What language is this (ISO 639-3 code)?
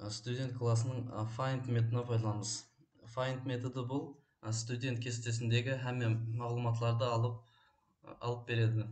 kaa